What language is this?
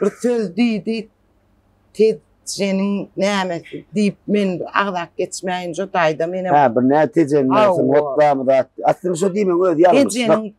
Turkmen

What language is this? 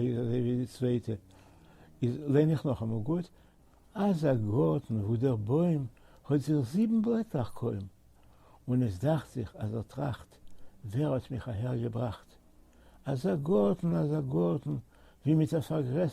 Yiddish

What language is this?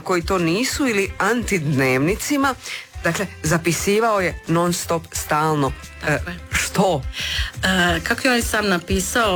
Croatian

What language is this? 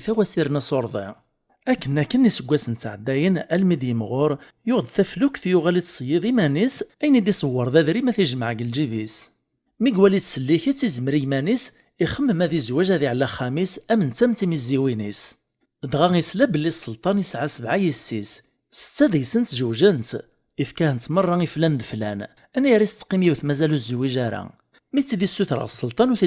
Kabyle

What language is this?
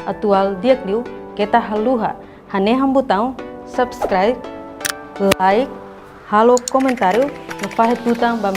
Tetum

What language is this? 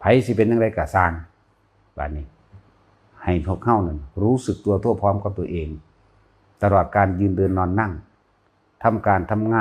Northeastern Thai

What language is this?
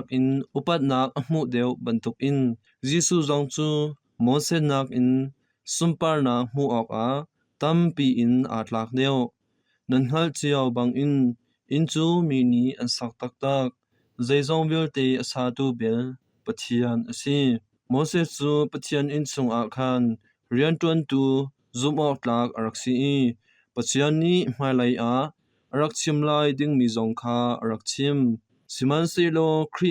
Hakha Chin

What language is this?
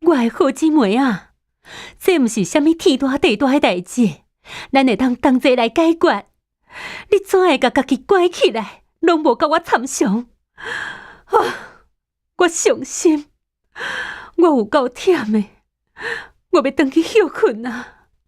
Min Nan Chinese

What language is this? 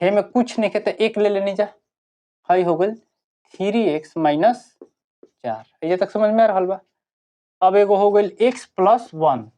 Bhojpuri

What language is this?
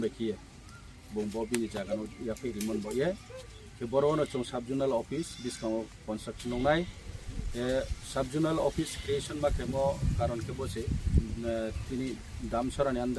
Riang (India)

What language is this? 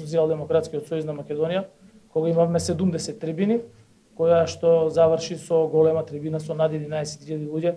Macedonian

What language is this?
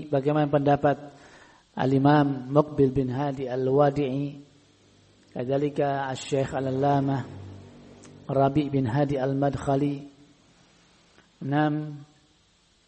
Indonesian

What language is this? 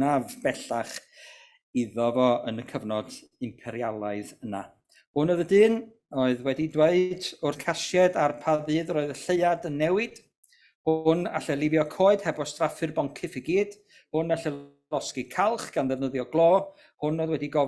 Welsh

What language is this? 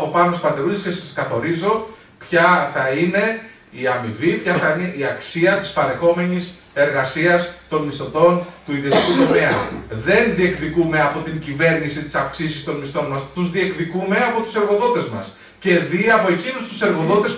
Greek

